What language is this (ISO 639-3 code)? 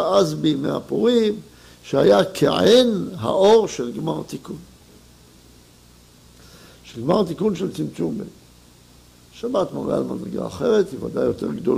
heb